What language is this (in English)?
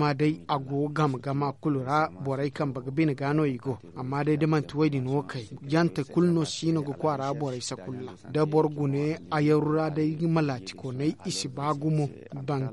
Zarma